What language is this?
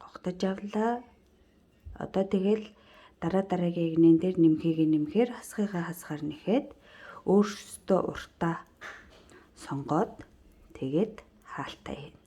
Mongolian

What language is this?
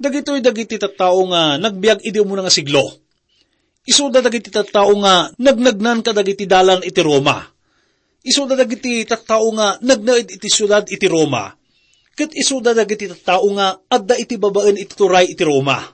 Iloko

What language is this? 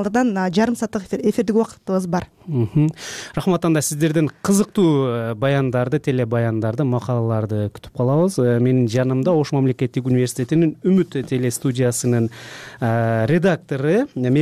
Kyrgyz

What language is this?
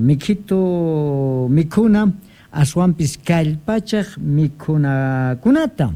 Quechua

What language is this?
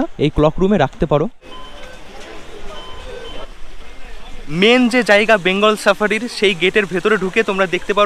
Bangla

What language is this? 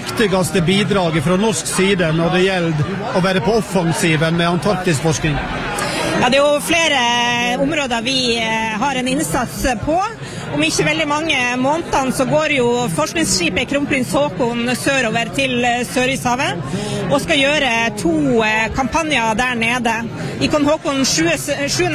Norwegian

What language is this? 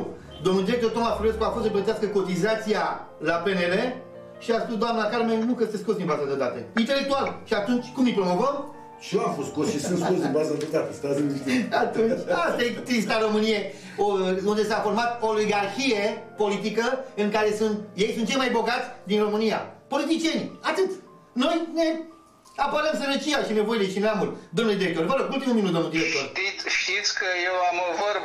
Romanian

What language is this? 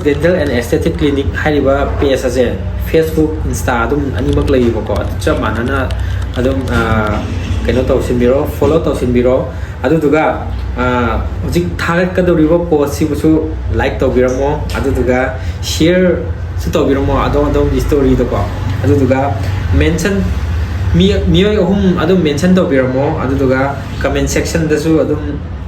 Manipuri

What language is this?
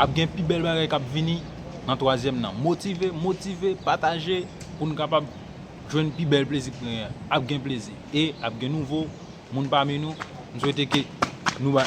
Haitian Creole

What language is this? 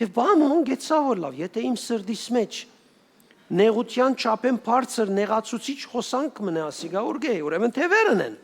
Western Armenian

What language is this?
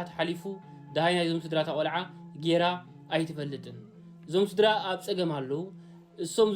Tigrinya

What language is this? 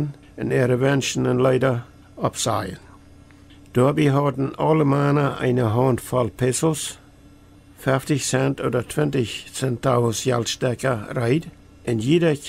Plautdietsch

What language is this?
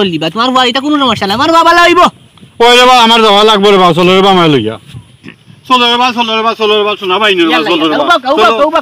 Sylheti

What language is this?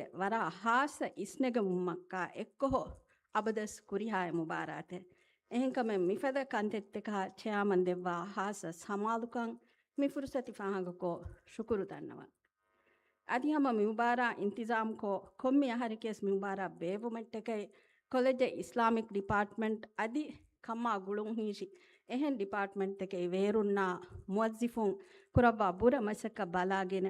Divehi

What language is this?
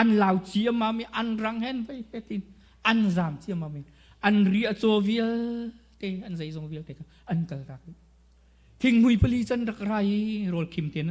Hakha Chin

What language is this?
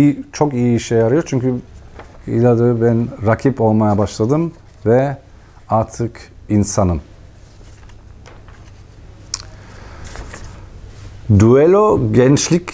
Turkish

